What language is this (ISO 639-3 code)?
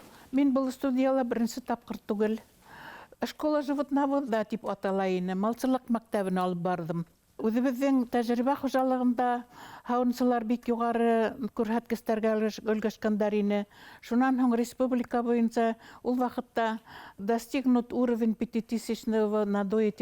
bak